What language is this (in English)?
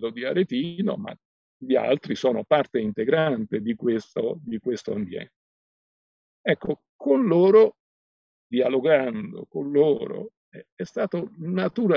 Italian